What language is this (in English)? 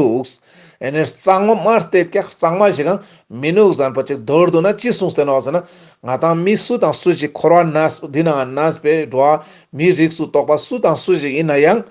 Ladakhi